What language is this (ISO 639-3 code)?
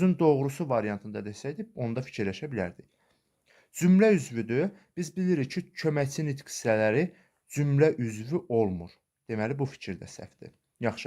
aze